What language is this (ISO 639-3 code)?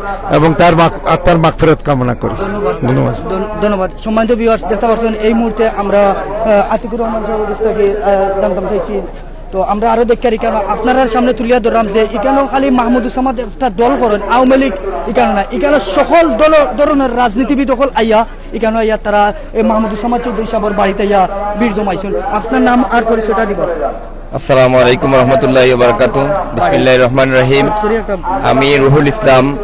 syl